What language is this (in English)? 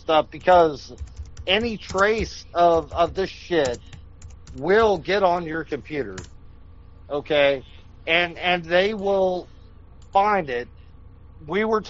English